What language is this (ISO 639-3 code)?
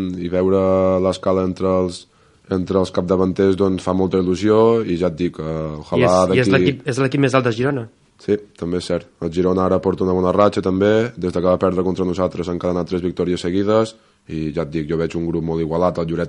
cat